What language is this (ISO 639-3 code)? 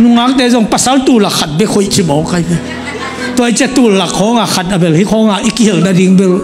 ctd